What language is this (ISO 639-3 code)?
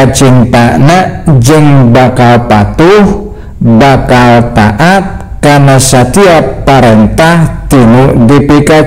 sun